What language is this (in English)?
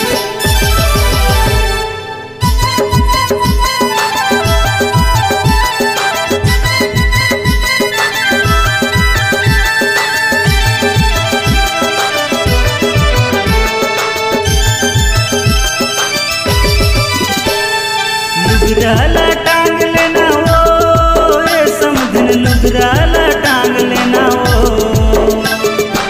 Chhattisgarhi